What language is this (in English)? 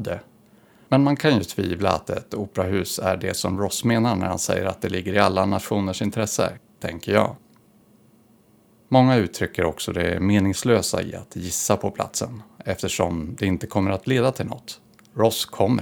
Swedish